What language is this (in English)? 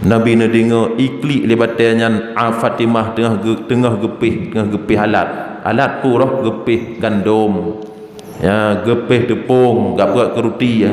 Achinese